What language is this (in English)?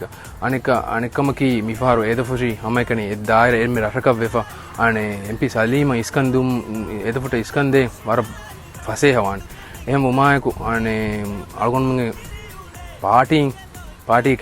Divehi